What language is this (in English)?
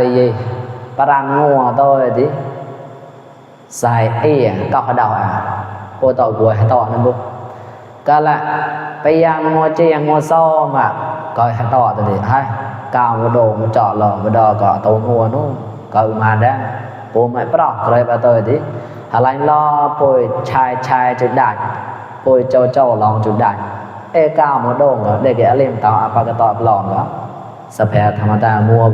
Mon